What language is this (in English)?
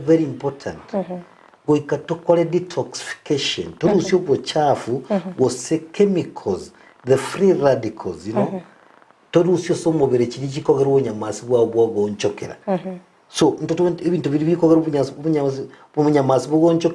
Gusii